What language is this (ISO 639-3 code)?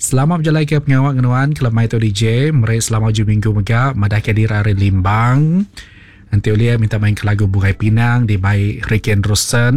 iba